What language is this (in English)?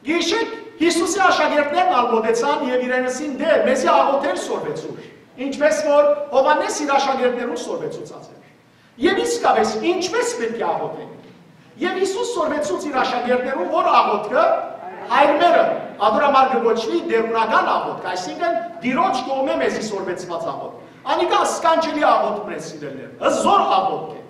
Western Armenian